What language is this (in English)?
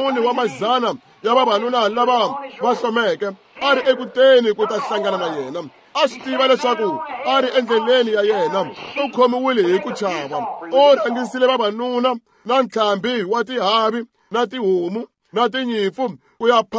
Tsonga